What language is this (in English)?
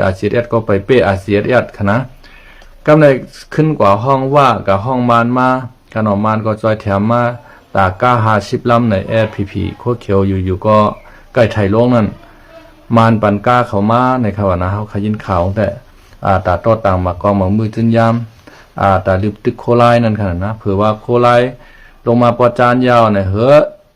Shan